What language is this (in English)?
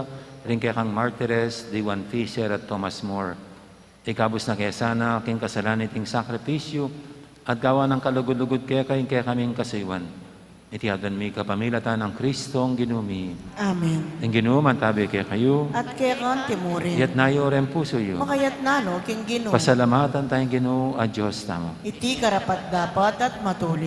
Pampanga